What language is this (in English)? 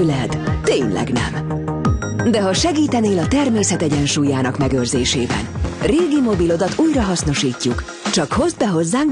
Hungarian